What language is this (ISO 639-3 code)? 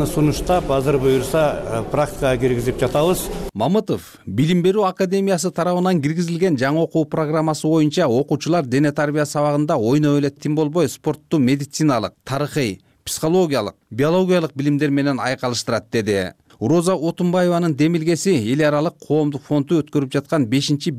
kir